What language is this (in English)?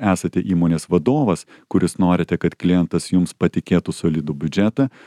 Lithuanian